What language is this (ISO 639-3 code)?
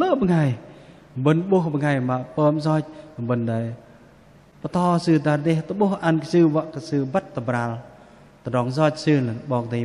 bdq